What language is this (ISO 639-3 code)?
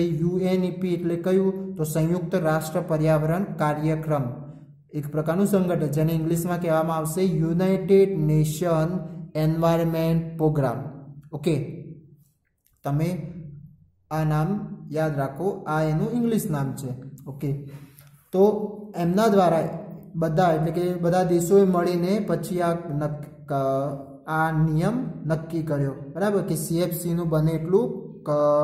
guj